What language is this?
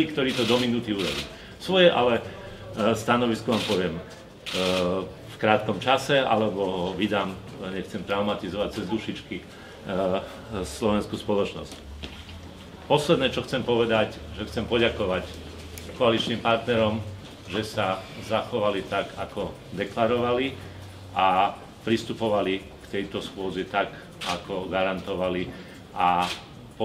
Slovak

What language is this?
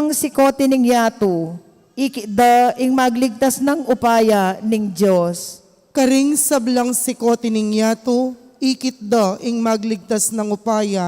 Pampanga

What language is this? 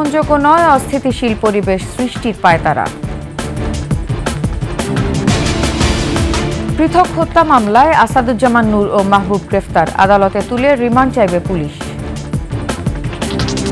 Bangla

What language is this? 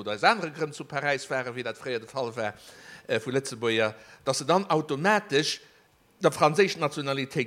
Luxembourgish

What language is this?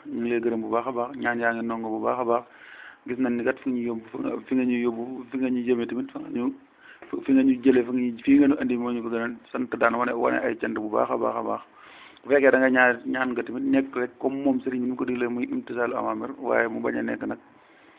Wolof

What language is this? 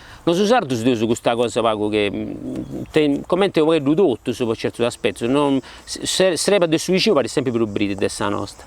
Sardinian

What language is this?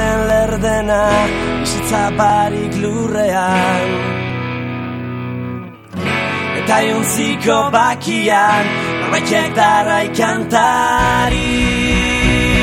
Basque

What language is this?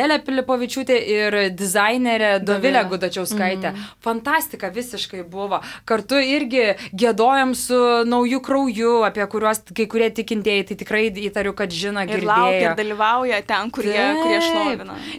Lithuanian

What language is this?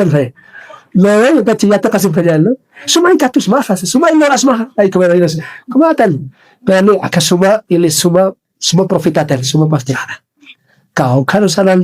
Aymara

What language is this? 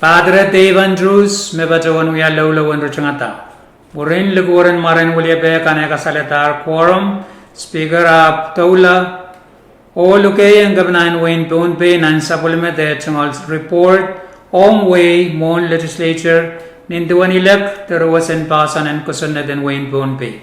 Pohnpeian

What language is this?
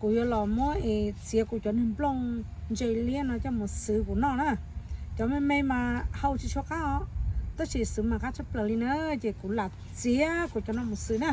Hmong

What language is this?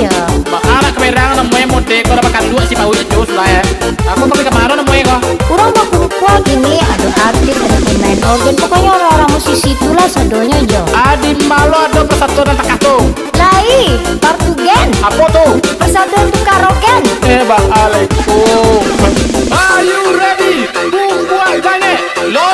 Minangkabau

